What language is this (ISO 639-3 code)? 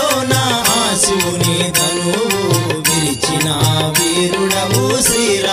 tel